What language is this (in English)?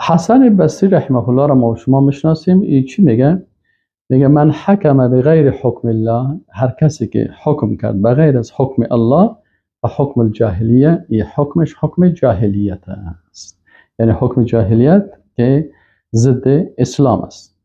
Persian